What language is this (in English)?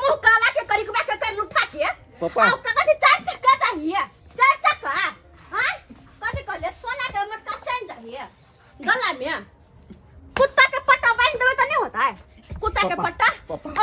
Maithili